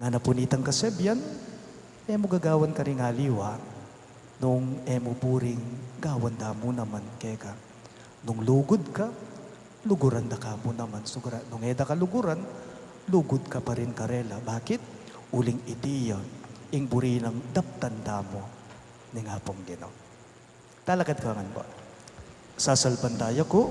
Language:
Pampanga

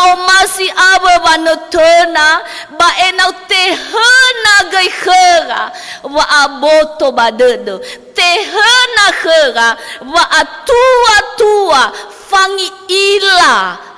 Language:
Nias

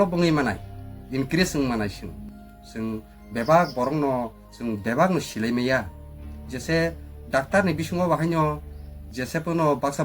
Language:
Kok Borok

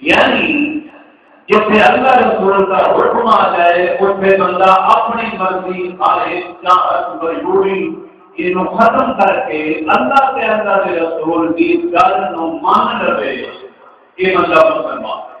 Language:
Saraiki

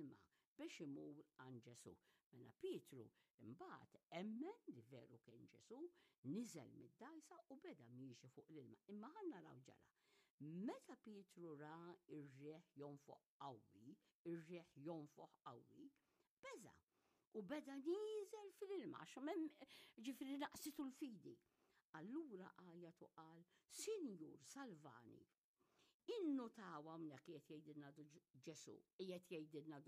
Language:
Maltese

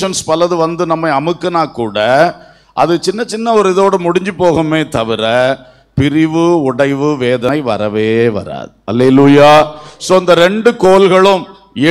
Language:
Tamil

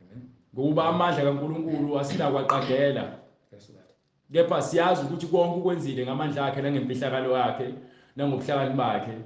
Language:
Zulu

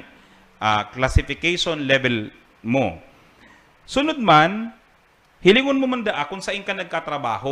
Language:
Bikol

